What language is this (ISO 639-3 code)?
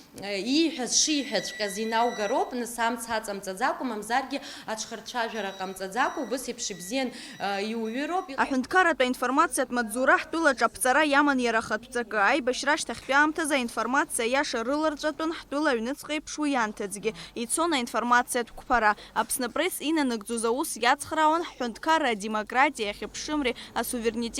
abk